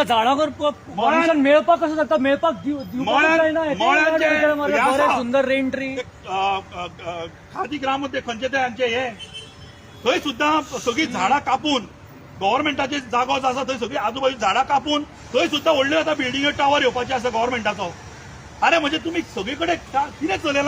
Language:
Konkani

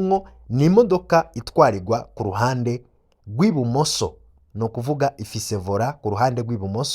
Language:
Rundi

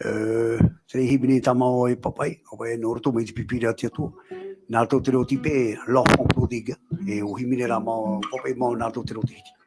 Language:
Tahitian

